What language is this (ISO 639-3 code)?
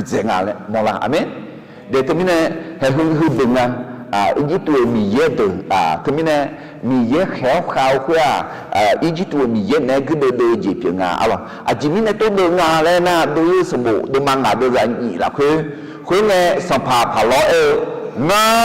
ahk